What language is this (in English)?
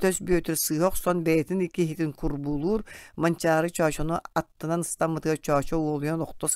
Yakut